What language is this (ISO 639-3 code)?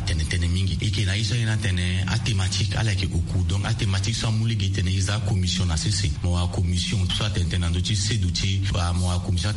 sag